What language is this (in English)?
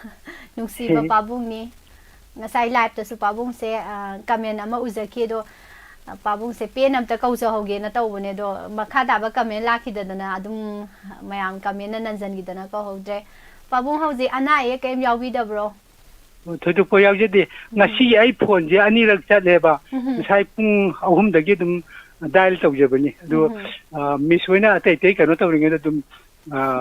Manipuri